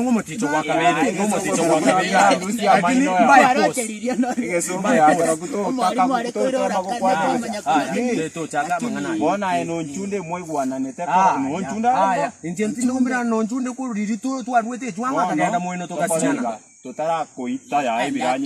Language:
Gusii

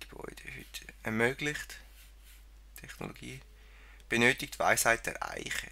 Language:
Swiss German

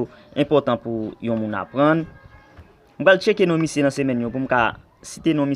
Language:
Haitian Creole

